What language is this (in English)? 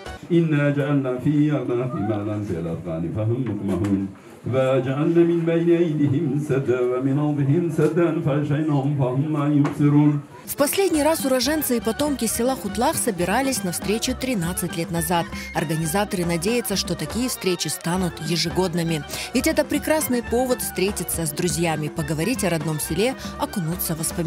Crimean Tatar